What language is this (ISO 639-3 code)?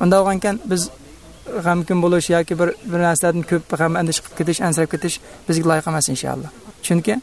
uig